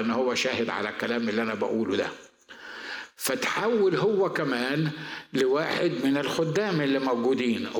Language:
Egyptian Arabic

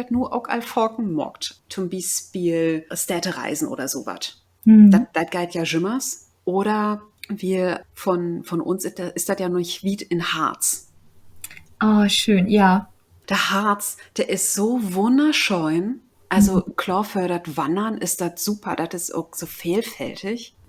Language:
Low German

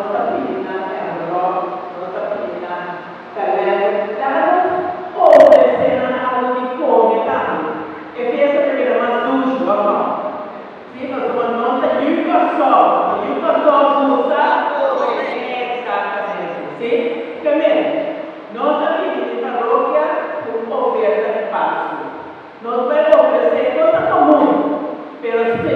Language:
Papiamento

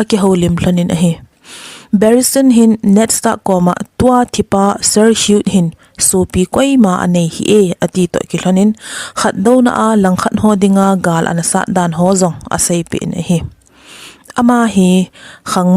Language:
Thado Chin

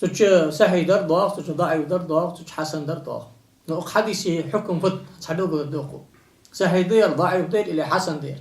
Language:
Ingush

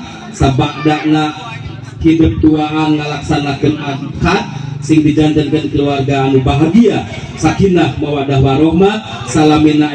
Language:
Sundanese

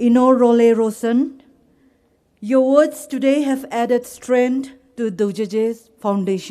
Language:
Poumei Naga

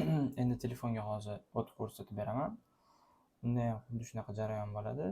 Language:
Uzbek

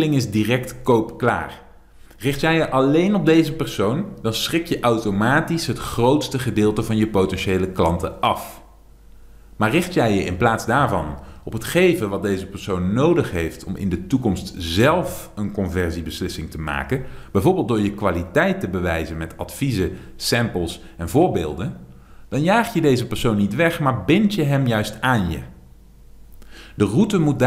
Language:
Dutch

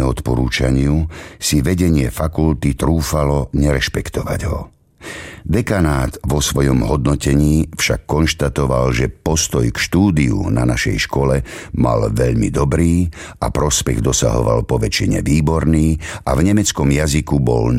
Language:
Slovak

